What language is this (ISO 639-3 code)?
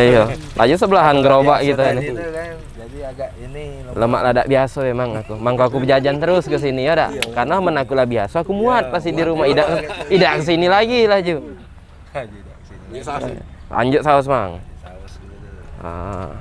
mui